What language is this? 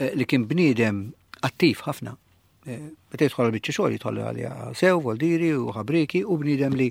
Maltese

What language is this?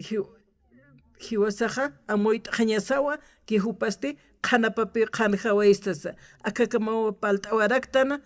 Aymara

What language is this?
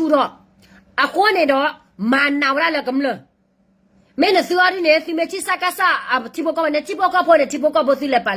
S'gaw Karen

